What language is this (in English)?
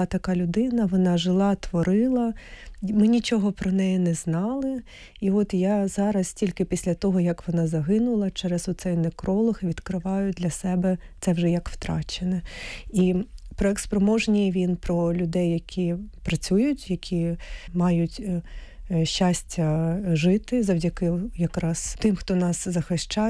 Ukrainian